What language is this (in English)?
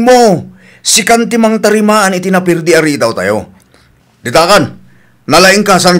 Iloko